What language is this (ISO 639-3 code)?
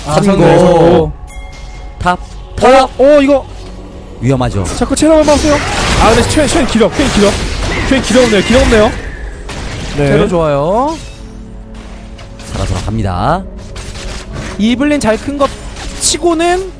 kor